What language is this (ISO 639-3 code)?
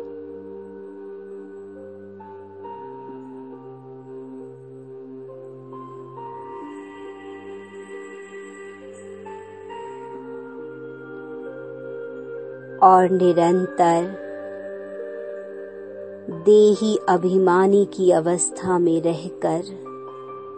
hin